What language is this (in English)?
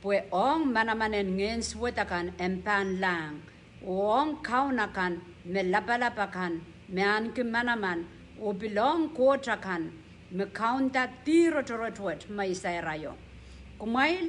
Pohnpeian